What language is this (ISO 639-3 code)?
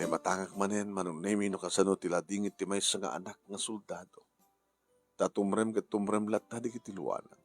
ilo